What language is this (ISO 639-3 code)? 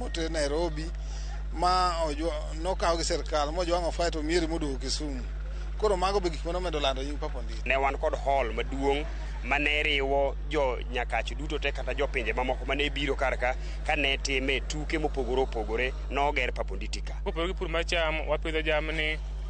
luo